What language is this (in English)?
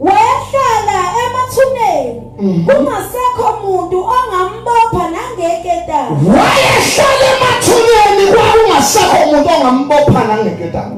Zulu